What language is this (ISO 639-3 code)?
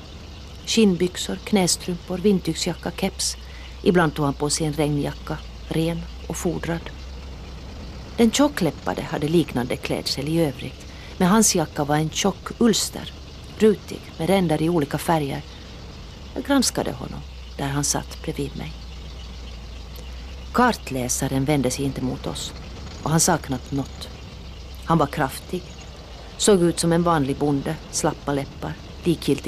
swe